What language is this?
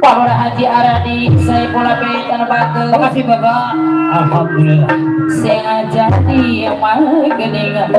Betawi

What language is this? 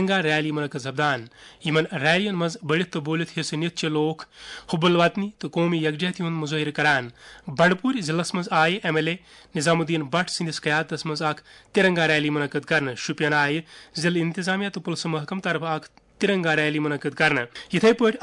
Kashmiri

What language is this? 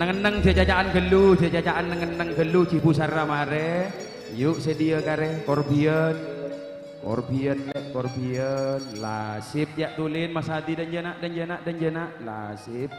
Madurese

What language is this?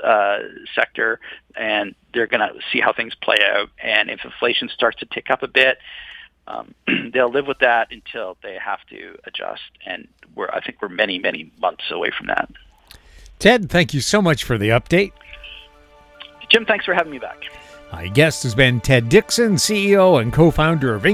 English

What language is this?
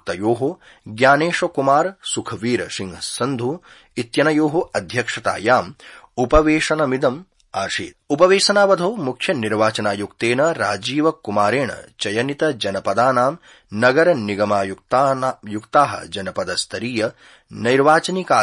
Sanskrit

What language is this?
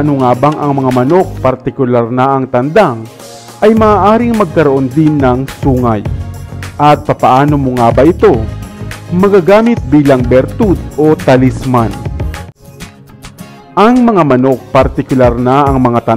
Filipino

